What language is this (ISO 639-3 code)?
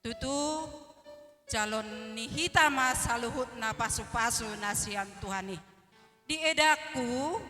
bbc